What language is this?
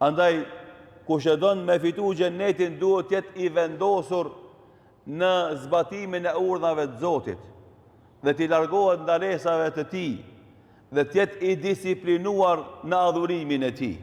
Albanian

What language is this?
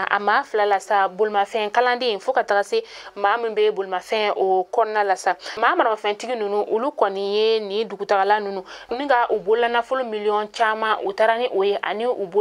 Bambara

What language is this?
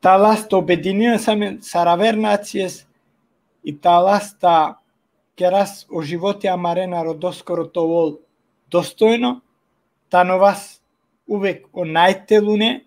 Balkan Romani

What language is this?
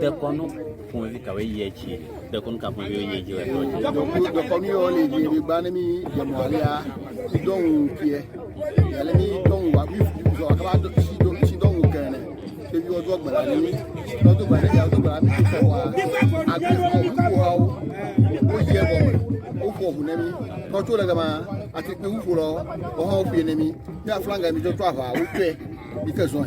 Ewe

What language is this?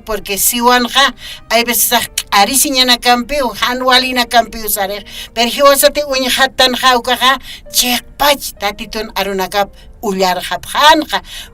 Aymara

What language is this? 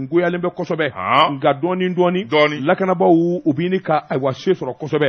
Bambara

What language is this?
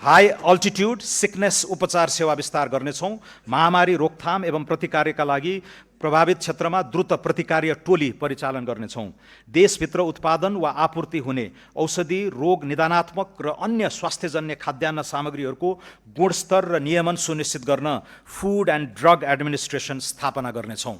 Nepali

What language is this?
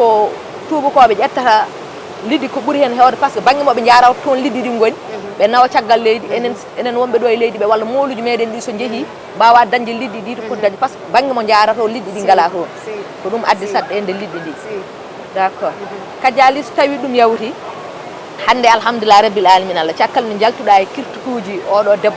Fula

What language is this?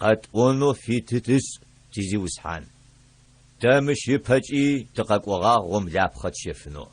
Adyghe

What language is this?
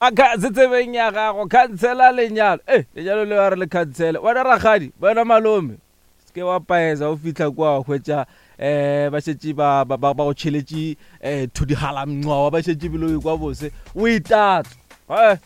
Northern Sotho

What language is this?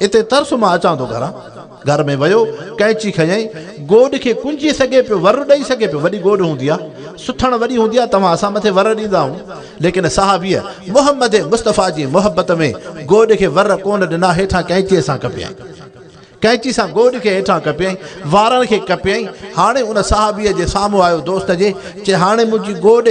Sindhi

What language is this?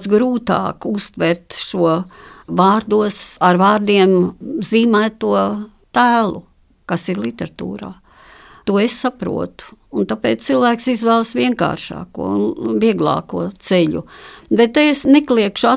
Latvian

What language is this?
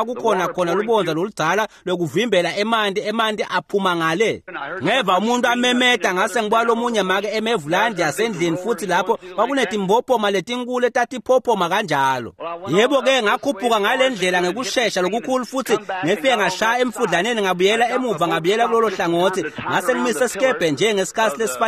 Swati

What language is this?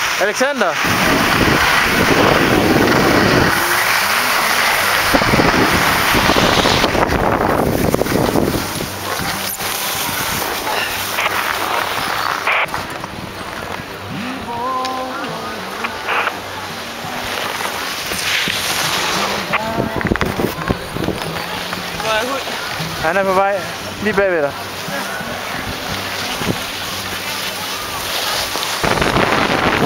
Danish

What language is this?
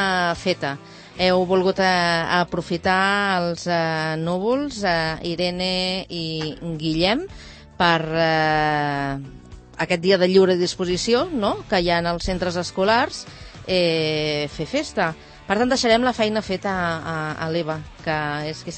Catalan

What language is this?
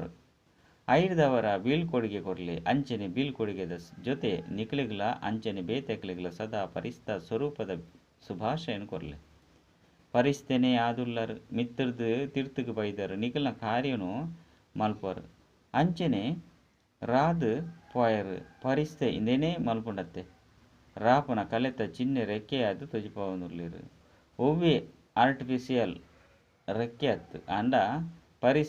Tulu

